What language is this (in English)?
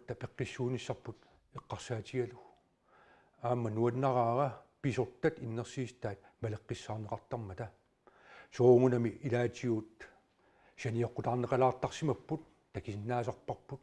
Kalaallisut